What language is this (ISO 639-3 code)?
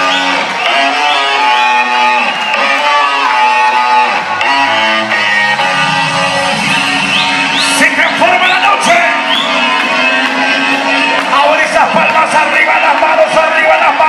spa